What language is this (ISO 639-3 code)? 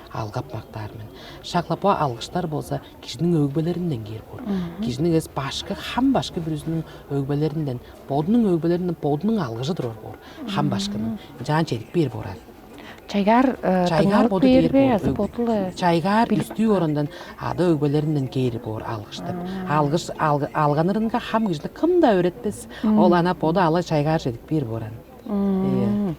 tyv